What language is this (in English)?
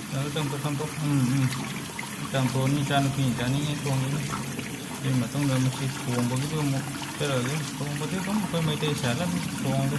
Manipuri